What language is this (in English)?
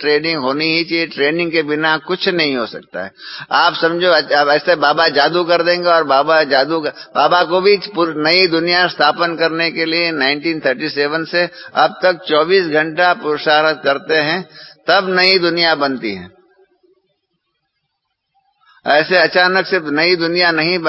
Hindi